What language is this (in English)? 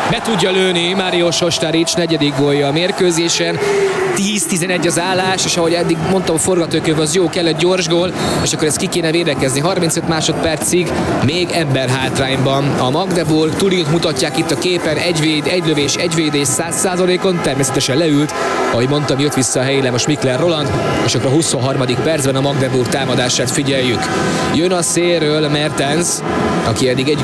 Hungarian